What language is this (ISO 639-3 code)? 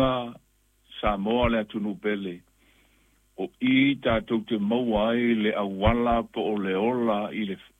smo